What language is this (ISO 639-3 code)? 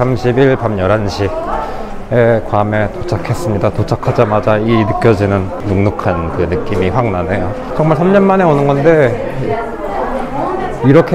kor